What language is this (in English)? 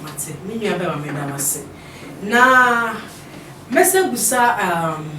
Akan